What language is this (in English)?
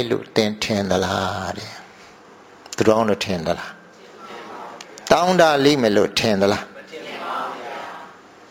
Burmese